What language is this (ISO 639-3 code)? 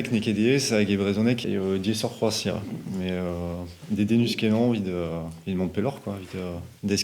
bre